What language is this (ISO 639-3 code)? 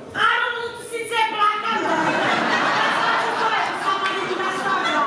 nap